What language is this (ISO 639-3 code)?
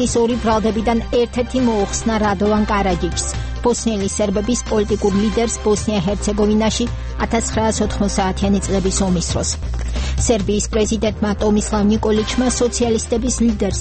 kat